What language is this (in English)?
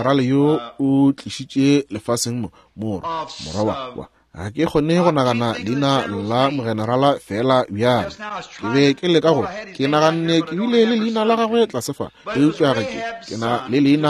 Northern Sotho